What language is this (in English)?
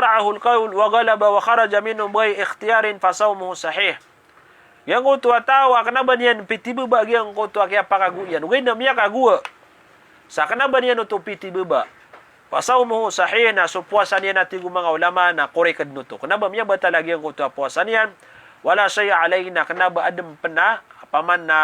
Maranao